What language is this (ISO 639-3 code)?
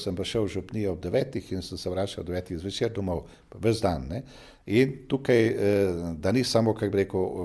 slv